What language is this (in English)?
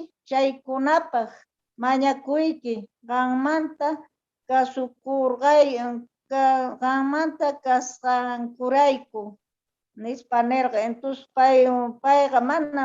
South Bolivian Quechua